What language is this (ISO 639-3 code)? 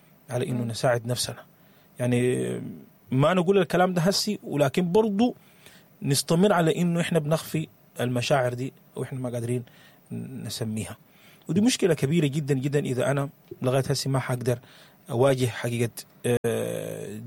apd